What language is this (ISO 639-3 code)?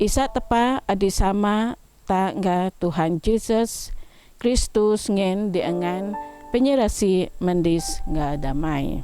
bth